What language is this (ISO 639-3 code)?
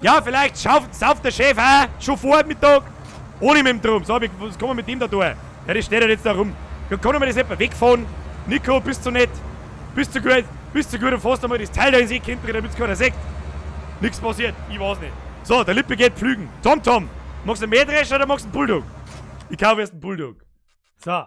bar